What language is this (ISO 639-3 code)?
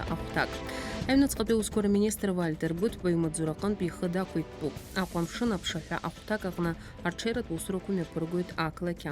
abk